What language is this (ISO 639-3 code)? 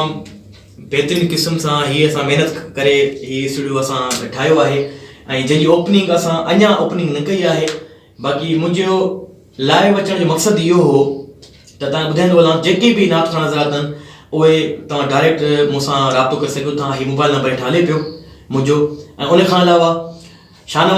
snd